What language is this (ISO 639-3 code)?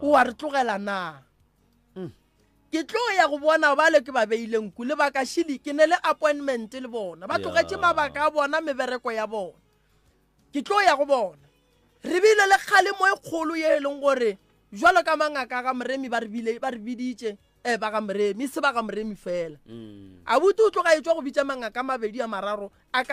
nso